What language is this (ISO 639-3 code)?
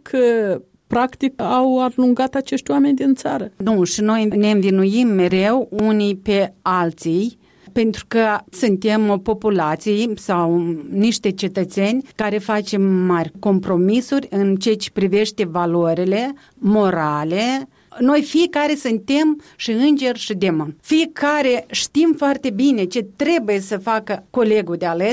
ron